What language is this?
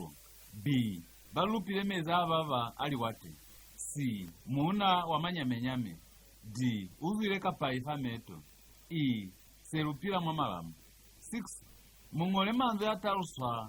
Lozi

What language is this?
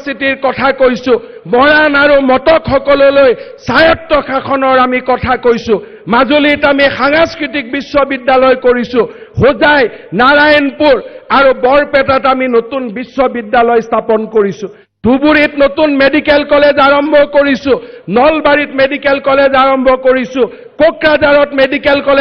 Assamese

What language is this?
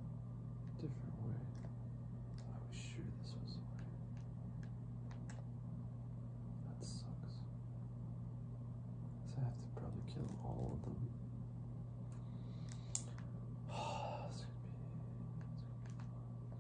English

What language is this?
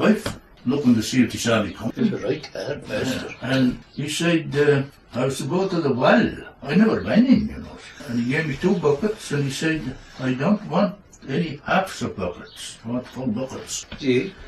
Scots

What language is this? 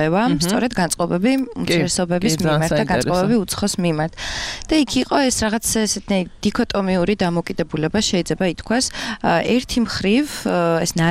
Georgian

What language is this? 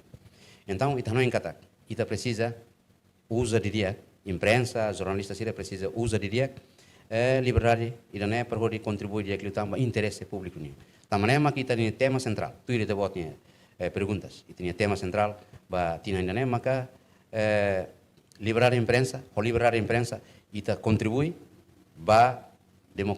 Tetum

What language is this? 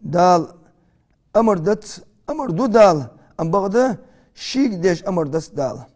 Ingush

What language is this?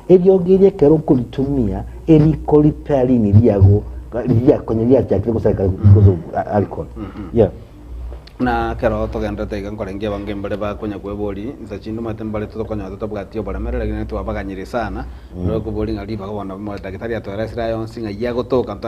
Gusii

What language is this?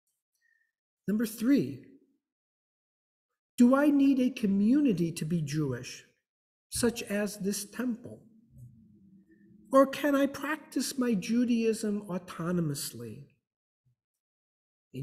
English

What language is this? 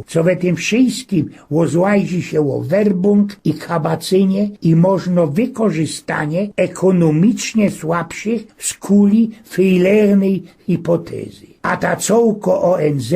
Silesian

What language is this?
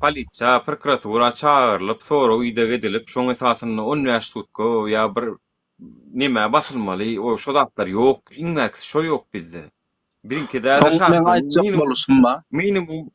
Turkmen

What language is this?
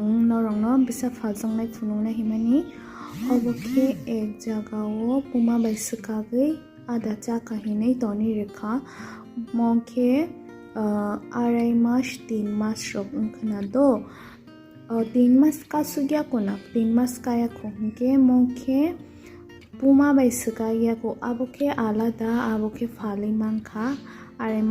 Kok Borok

